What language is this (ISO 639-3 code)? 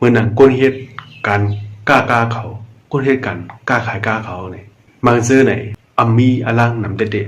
shn